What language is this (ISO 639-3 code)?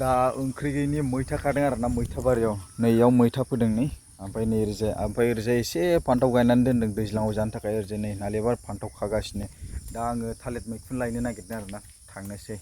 brx